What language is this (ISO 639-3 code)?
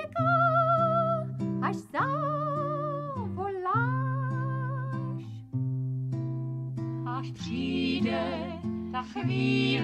ces